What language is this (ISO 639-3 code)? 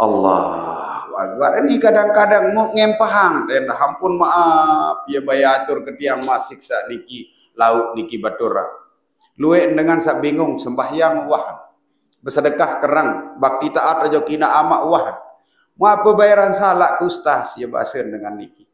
sas